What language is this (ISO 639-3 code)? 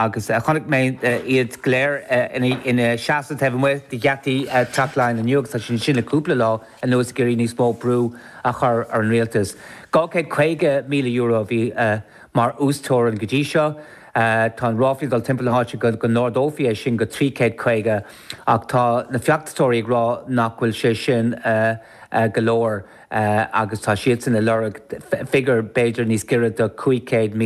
gle